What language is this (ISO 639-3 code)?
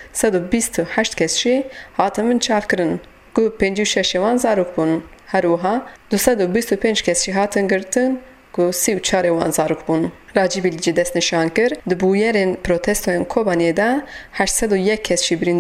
kur